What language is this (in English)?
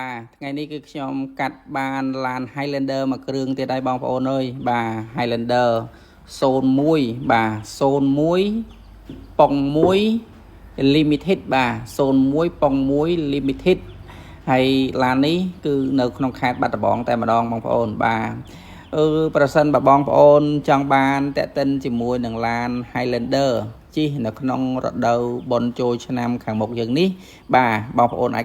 Khmer